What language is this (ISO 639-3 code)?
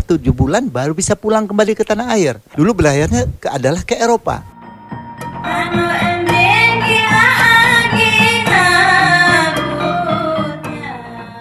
ind